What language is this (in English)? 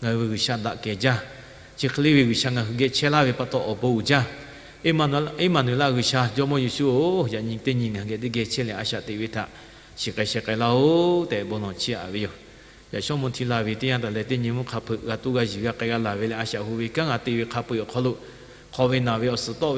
Lahu